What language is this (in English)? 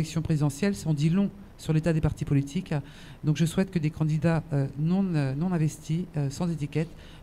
French